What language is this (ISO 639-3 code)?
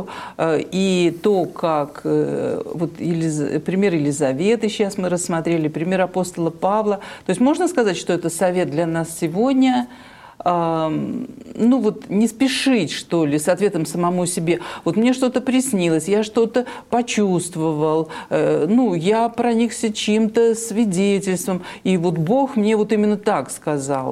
rus